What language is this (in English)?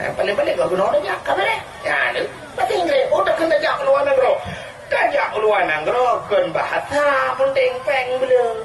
Achinese